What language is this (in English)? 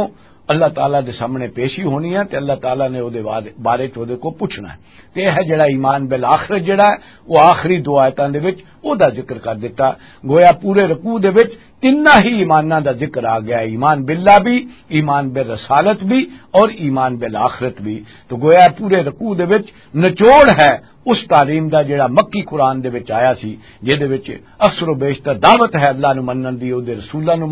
Western Panjabi